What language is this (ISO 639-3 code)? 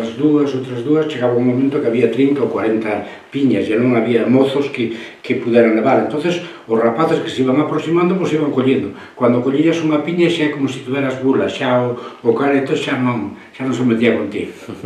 glg